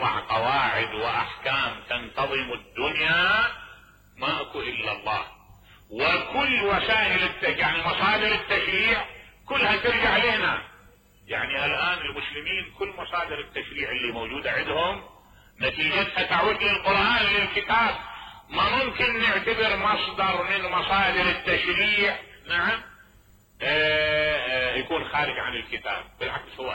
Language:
Mesopotamian Arabic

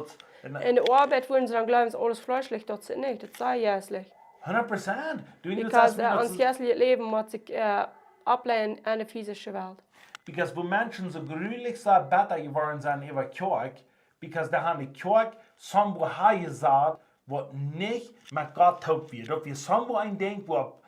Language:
Plautdietsch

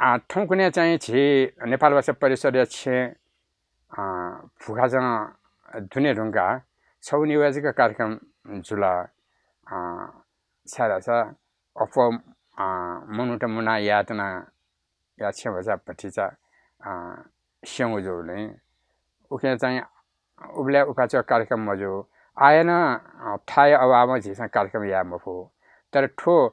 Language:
Newari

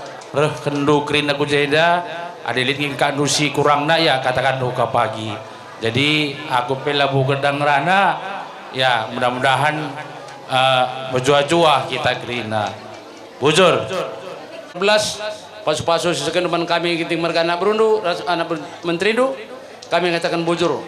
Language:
Batak Karo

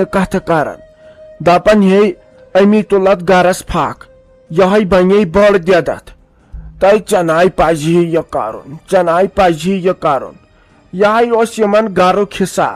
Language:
Kashmiri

